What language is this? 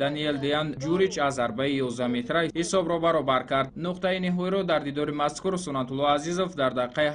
Tajik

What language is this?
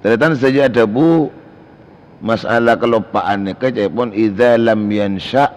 Madurese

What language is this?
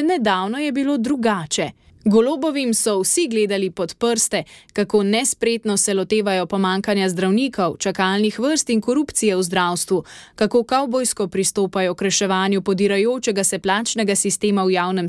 Slovenian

